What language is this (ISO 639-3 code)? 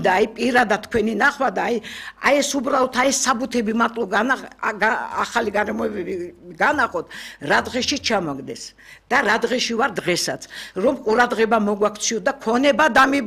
kat